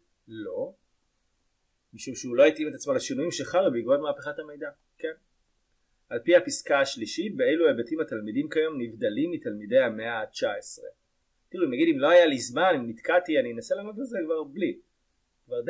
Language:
Hebrew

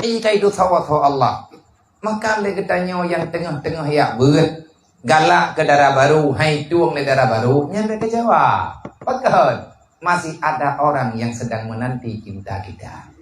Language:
Achinese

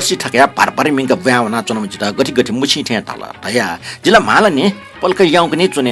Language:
Newari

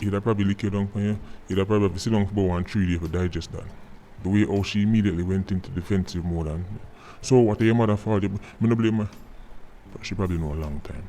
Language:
Jamaican Creole English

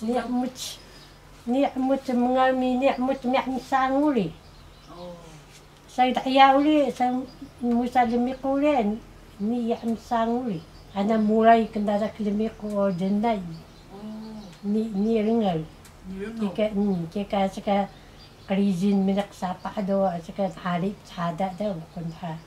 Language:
Taroko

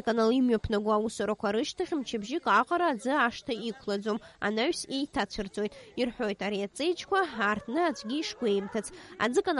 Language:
Abkhazian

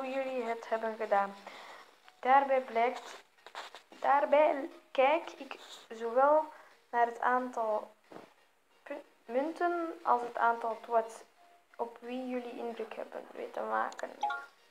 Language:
Dutch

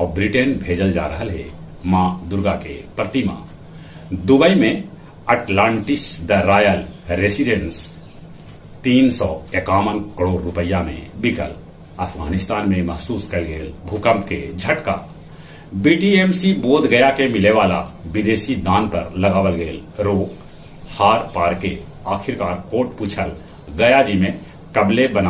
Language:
Magahi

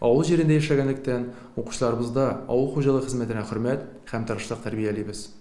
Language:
Tatar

